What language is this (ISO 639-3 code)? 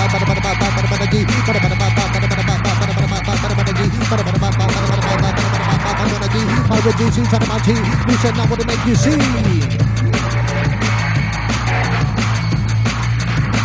eus